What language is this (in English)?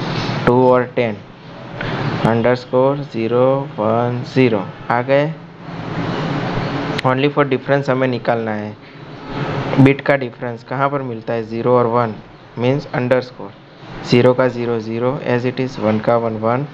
Hindi